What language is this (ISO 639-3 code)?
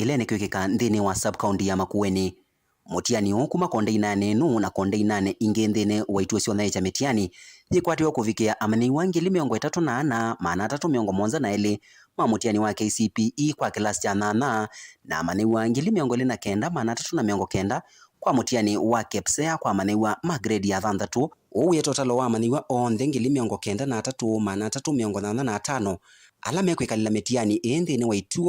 kam